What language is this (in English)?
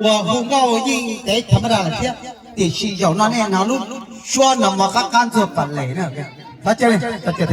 Hmong